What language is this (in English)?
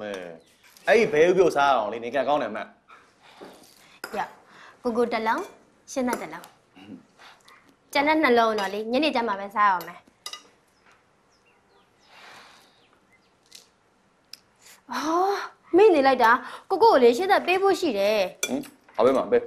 Burmese